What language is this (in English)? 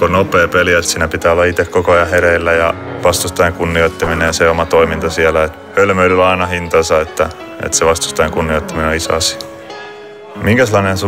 Finnish